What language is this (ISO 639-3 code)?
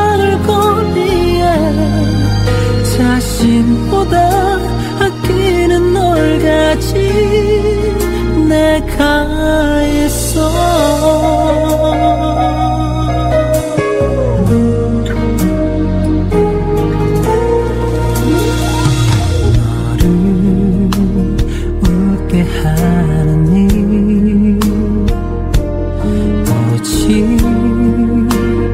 kor